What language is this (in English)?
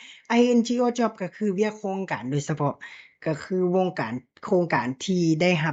Lao